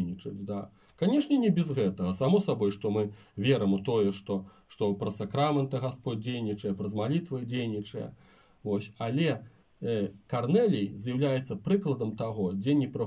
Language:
Belarusian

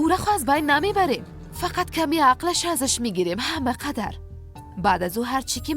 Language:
Persian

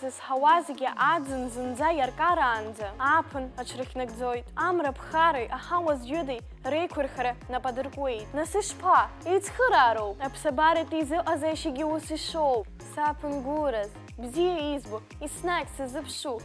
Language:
Abkhazian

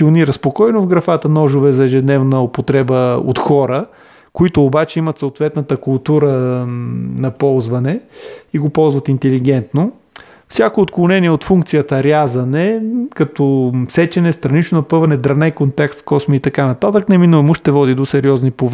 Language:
Bulgarian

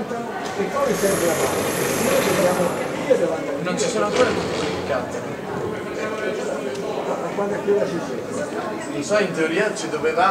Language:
Italian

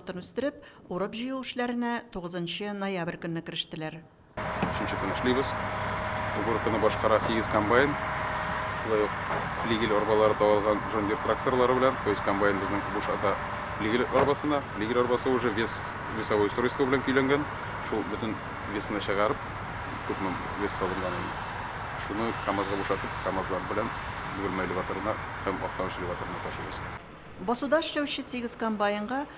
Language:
Tatar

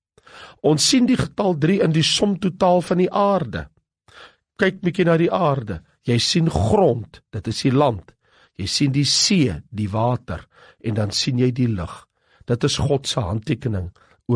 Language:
Afrikaans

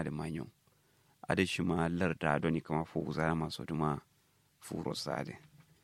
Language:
Kanuri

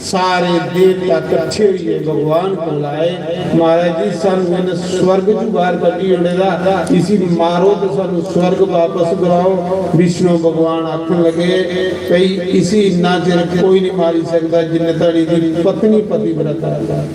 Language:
Dogri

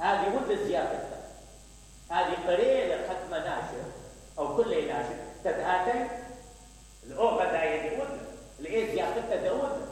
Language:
Mesopotamian Arabic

